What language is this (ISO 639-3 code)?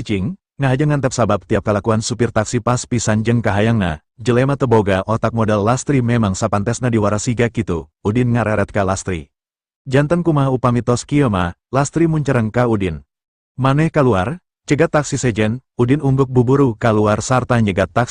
sun